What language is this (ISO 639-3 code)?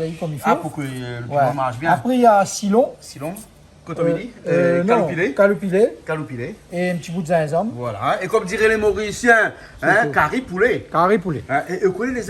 rcf